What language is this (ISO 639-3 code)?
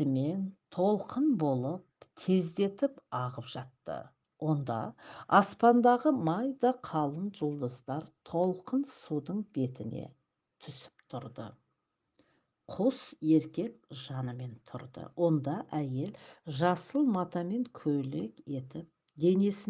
kaz